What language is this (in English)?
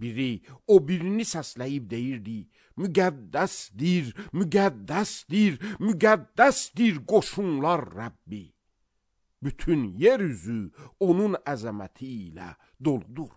Azerbaijani